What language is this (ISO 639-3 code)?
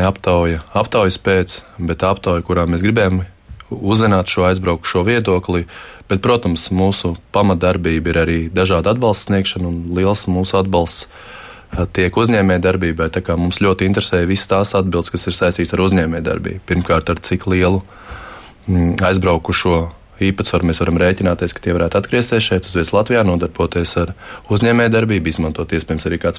lav